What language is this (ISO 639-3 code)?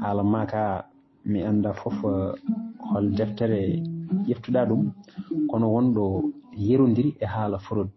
ful